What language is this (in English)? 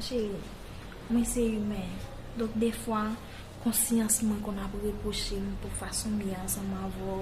Haitian Creole